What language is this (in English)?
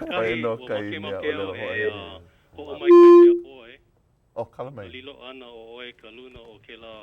Hawaiian